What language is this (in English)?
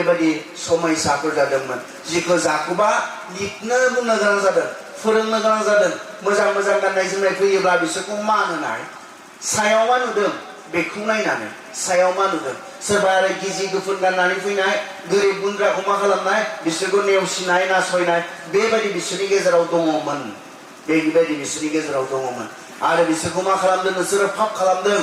Bodo